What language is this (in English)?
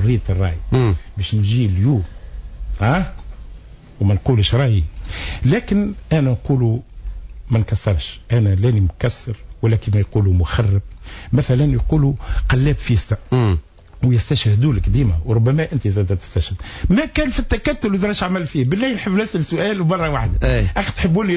Tunisian Arabic